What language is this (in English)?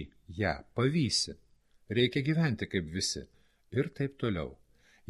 Lithuanian